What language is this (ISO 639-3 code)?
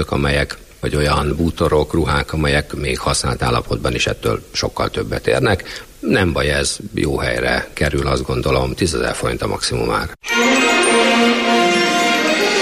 hun